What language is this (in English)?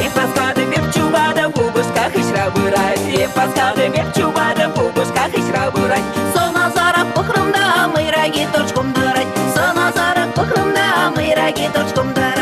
Chuvash